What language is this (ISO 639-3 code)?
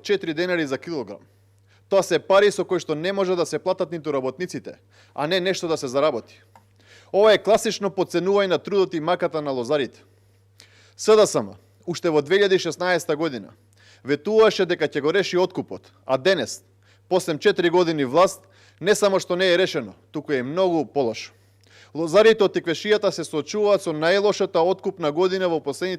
mkd